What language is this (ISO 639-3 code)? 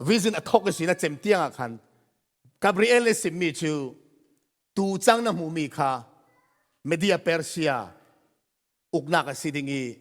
cfm